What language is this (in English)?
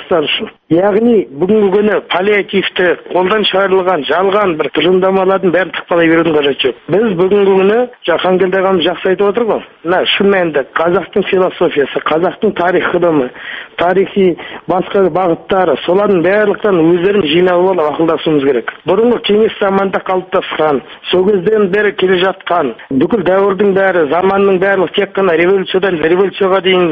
Kazakh